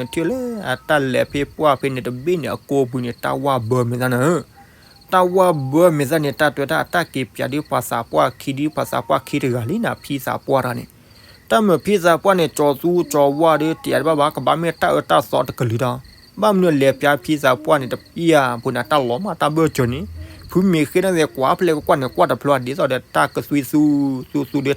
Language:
S'gaw Karen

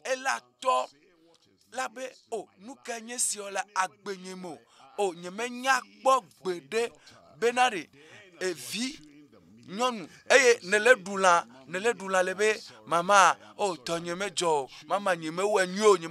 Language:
Ewe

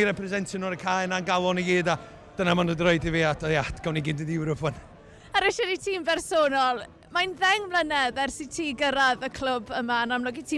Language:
Welsh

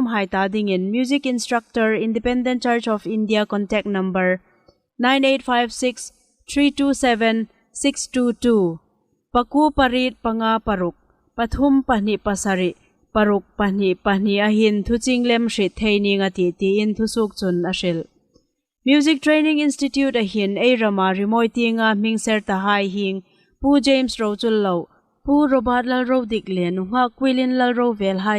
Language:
Hmar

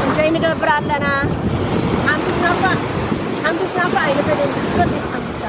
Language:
Tigrinya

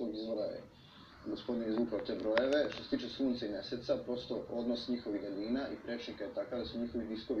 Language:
Serbian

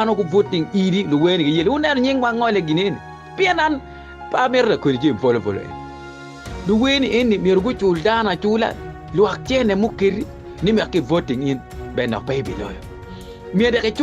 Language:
Acoli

